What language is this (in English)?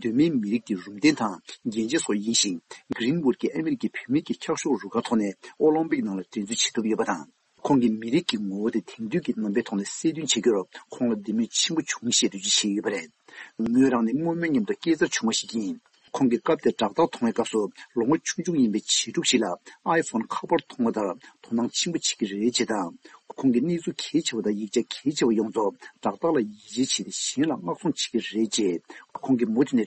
Tibetan